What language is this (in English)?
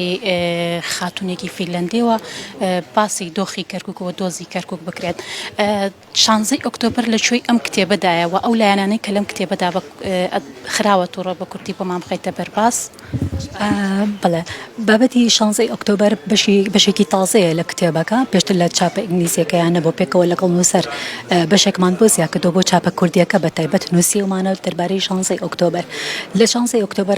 Central Kurdish